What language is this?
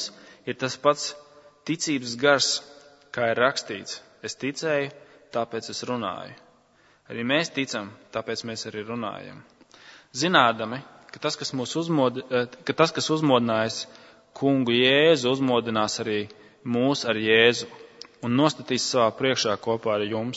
Latvian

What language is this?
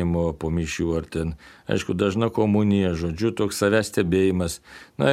Lithuanian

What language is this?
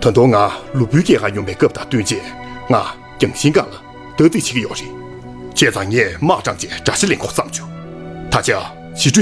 Tibetan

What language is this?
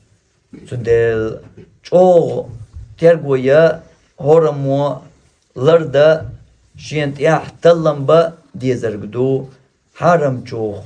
Chechen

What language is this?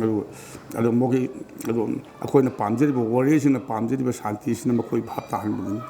Manipuri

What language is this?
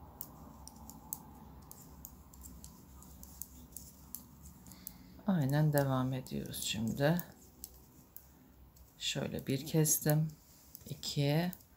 Turkish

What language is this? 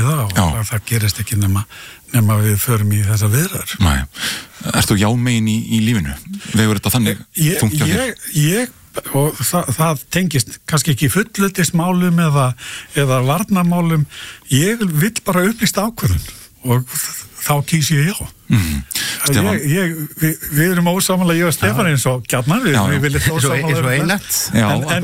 Icelandic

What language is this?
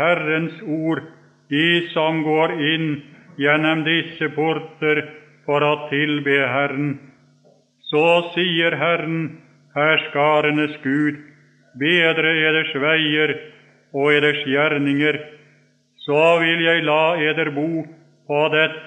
Norwegian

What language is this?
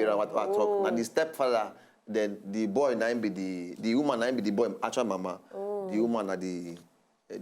Nigerian Pidgin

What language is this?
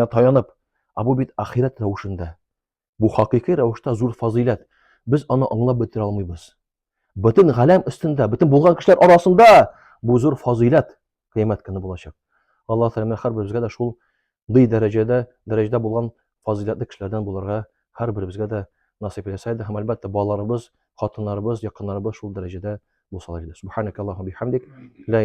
Tatar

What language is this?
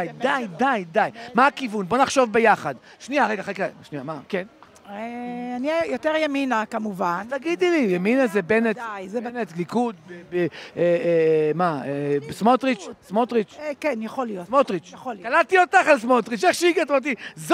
Hebrew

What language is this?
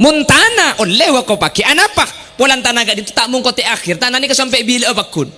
Madurese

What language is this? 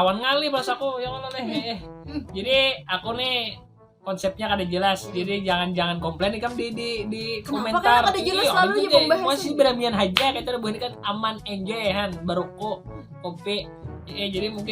Banjar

